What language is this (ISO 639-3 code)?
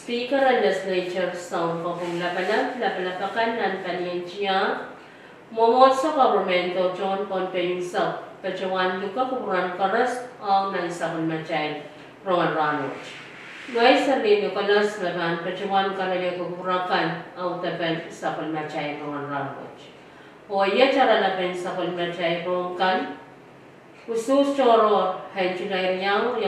pon